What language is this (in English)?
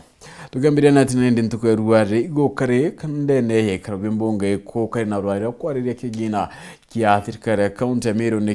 Meru